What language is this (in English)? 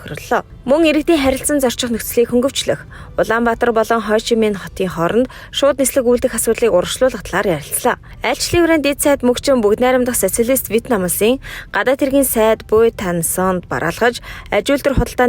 Mongolian